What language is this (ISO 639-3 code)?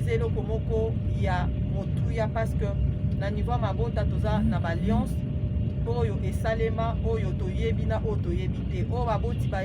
lin